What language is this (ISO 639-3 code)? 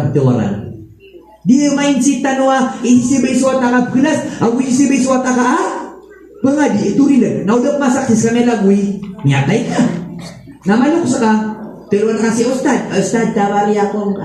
mrw